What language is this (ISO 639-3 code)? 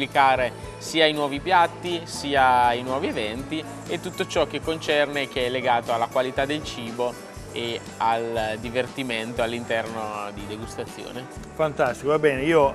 ita